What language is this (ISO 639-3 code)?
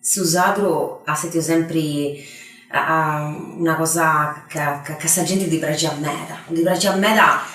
srd